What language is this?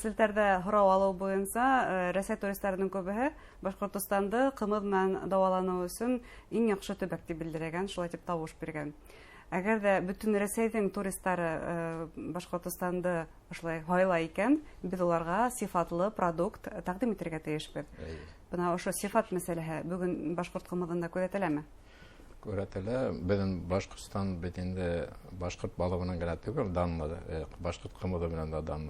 Bashkir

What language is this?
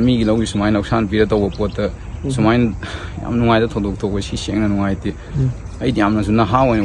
Manipuri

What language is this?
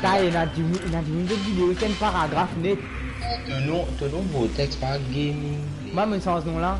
Morisyen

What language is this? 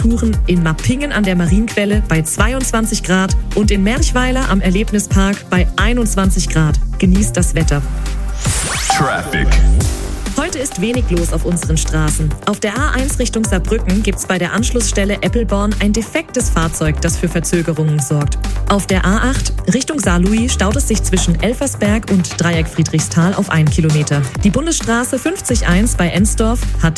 German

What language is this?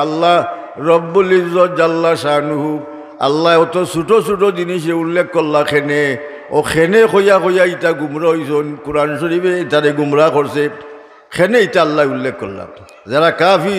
Sylheti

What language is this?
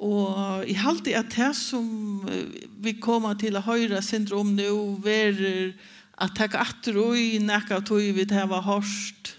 Faroese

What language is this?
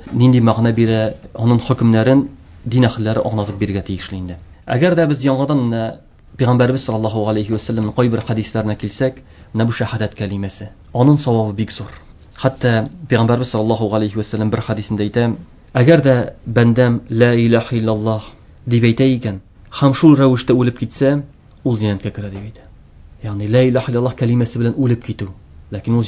Tatar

